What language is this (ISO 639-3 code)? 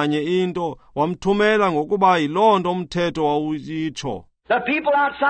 xho